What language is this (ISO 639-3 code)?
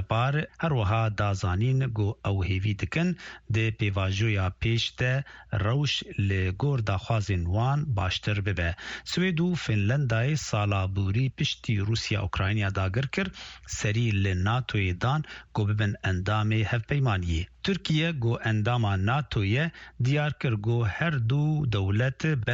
kur